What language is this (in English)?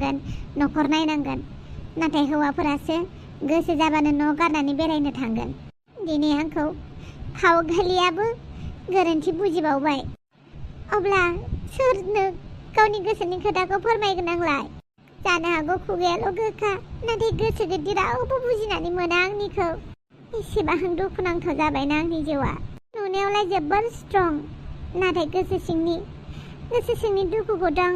Bodo